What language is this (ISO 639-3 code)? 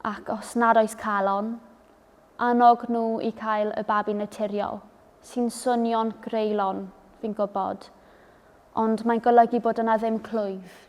cym